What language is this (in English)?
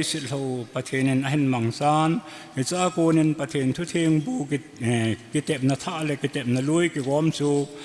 Thado Chin